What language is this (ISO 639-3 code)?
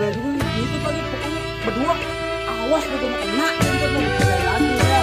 bew